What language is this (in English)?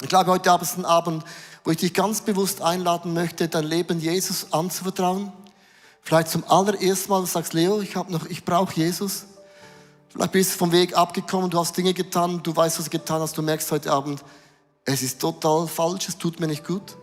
Swiss German